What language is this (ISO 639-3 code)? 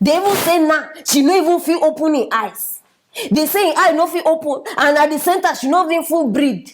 pcm